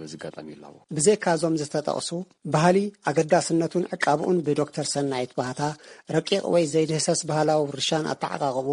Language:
Tigrinya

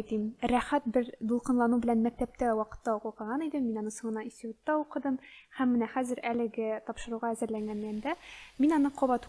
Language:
Tatar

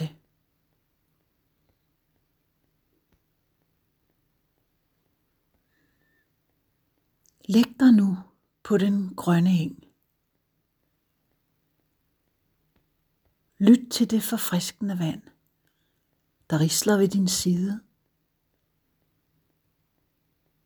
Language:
Danish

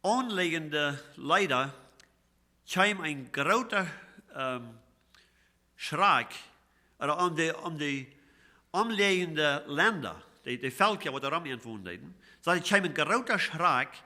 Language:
Plautdietsch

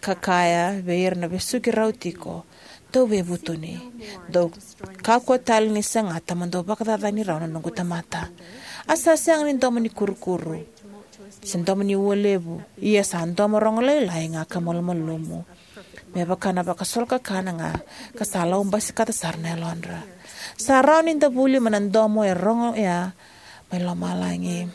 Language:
Fijian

